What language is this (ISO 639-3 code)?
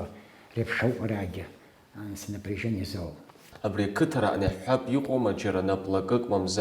abk